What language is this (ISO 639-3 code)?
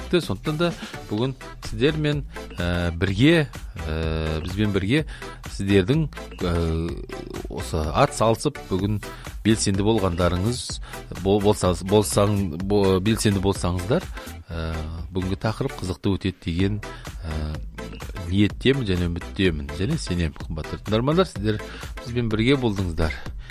kaz